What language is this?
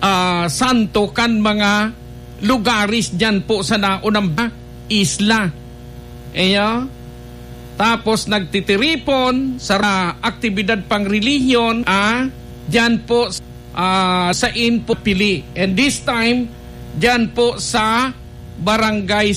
Bikol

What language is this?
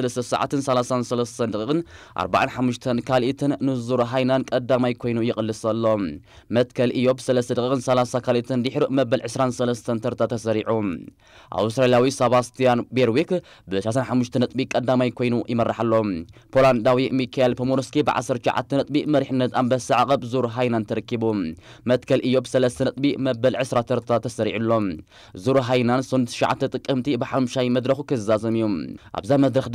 Tigrinya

